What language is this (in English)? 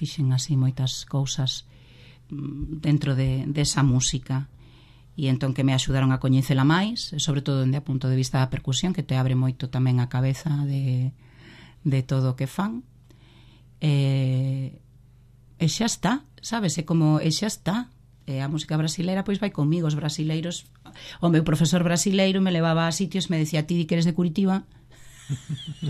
Galician